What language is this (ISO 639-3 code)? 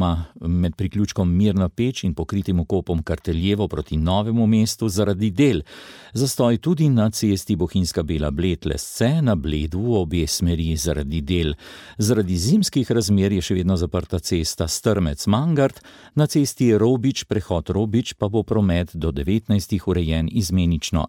slv